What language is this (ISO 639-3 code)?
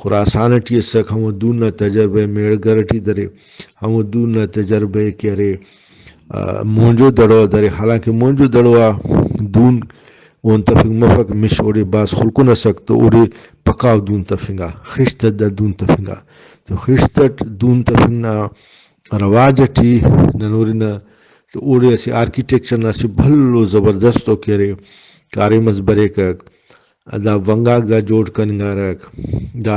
brh